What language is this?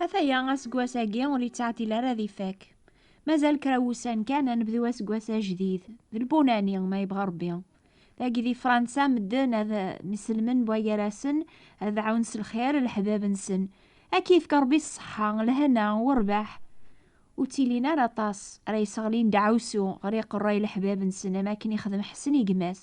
Kabyle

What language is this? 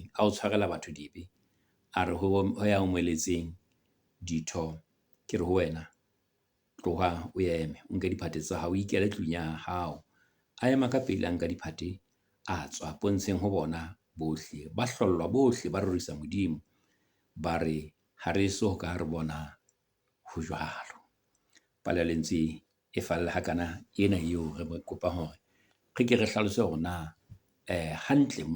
Southern Sotho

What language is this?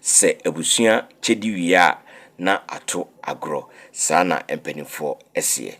Akan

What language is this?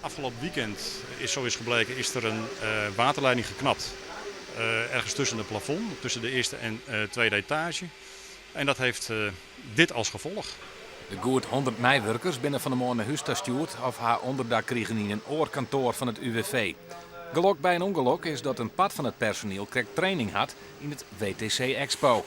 Western Frisian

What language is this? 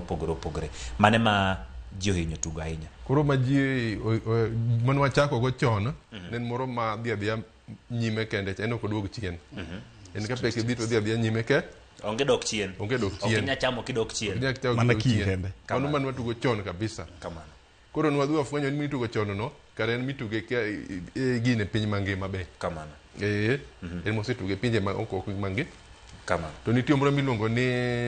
Luo (Kenya and Tanzania)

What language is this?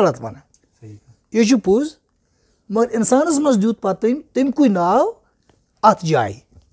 Kashmiri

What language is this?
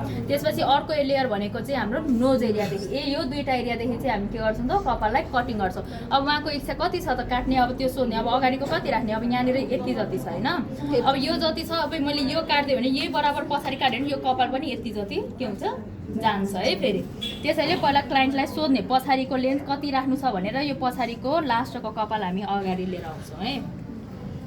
Nepali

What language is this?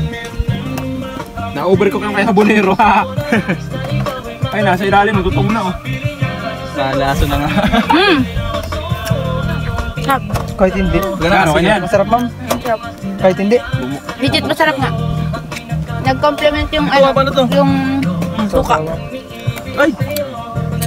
Filipino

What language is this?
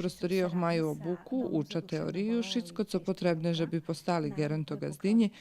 Rusyn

